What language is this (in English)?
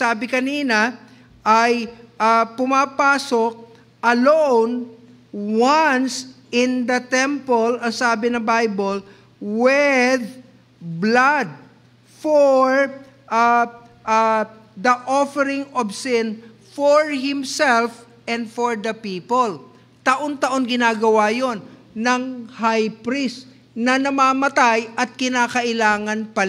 Filipino